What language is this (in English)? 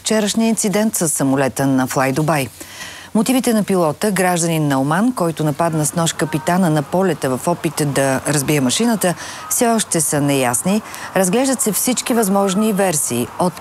Bulgarian